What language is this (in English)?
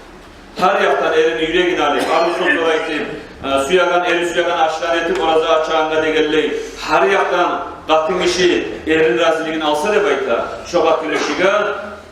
Kumyk